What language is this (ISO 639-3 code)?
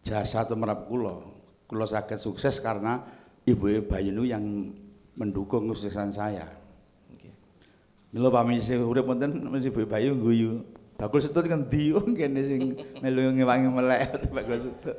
jav